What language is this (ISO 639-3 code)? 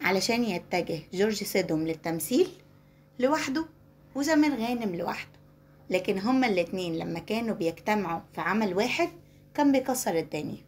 arz